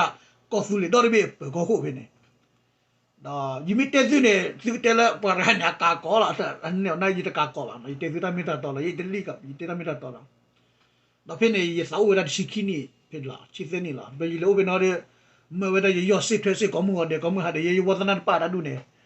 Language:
S'gaw Karen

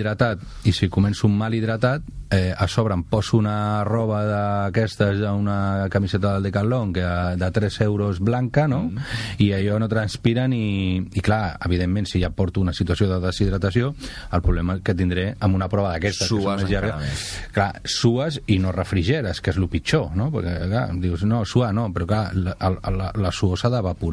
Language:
Catalan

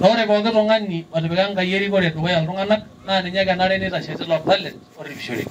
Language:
Masai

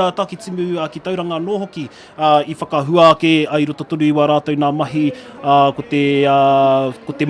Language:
Māori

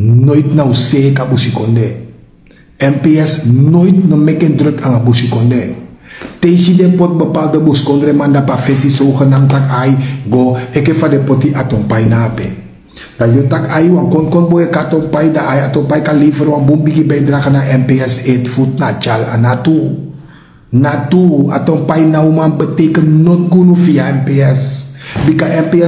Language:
Sranan Tongo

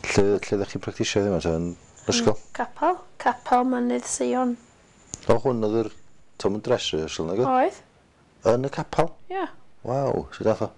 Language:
Welsh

